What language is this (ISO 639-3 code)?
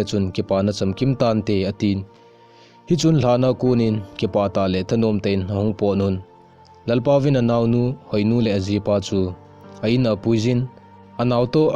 tcz